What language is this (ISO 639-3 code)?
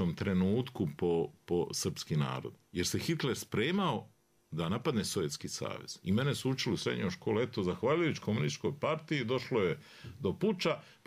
bos